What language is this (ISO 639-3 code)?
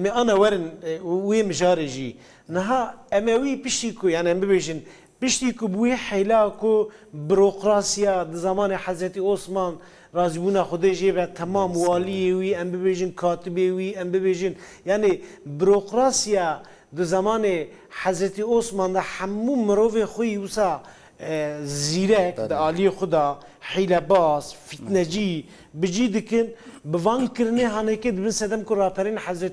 kur